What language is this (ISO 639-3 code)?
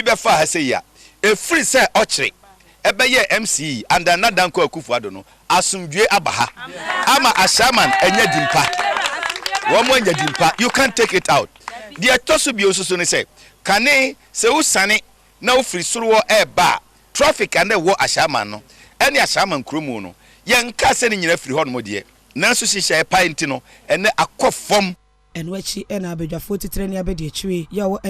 aka